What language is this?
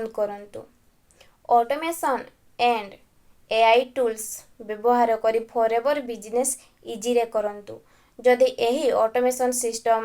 Odia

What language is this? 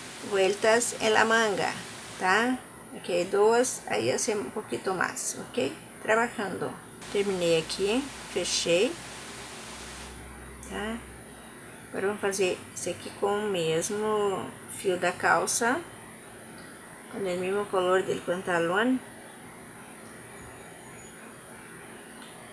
Portuguese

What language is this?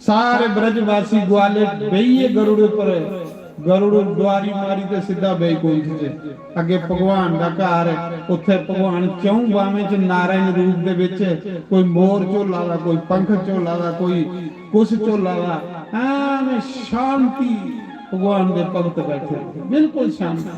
Dogri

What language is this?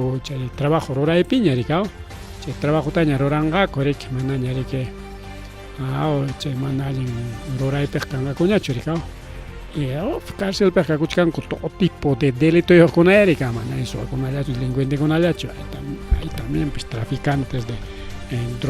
Ayacucho Quechua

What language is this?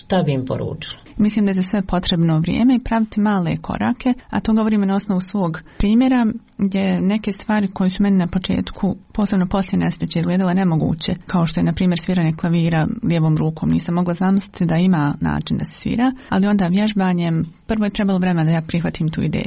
Bosnian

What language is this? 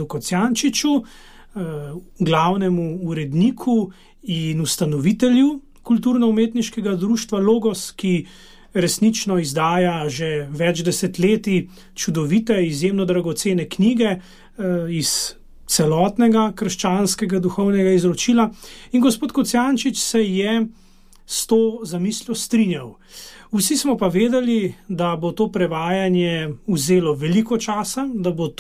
Slovenian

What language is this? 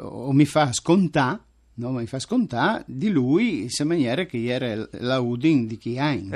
Friulian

